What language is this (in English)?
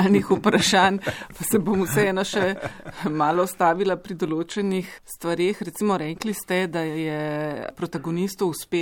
Slovenian